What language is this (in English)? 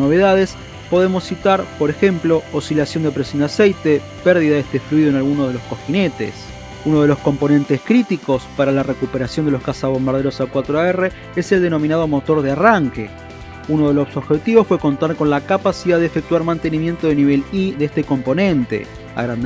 Spanish